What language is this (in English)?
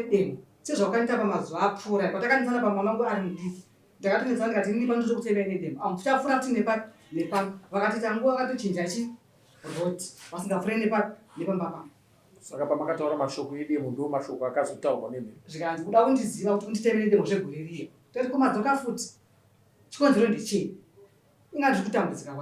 Shona